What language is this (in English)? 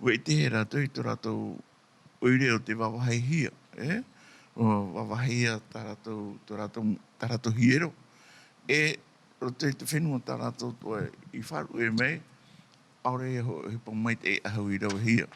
Tahitian